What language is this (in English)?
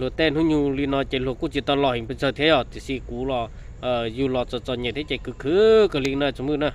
Hmong